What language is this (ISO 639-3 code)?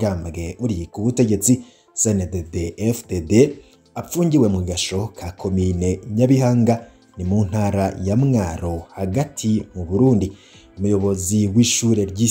run